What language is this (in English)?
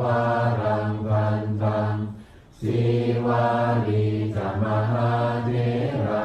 Pali